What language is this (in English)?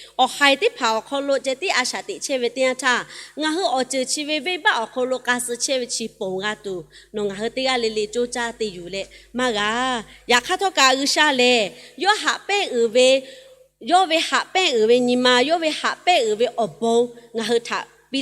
Lahu